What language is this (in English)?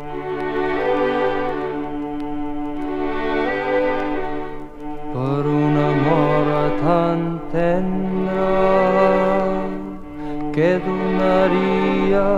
Catalan